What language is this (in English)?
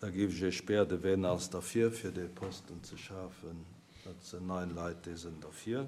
Luxembourgish